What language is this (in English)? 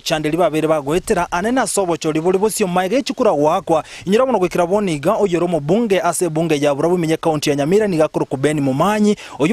Gusii